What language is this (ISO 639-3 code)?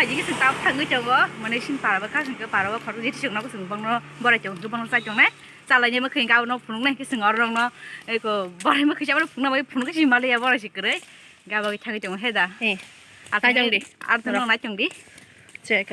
trp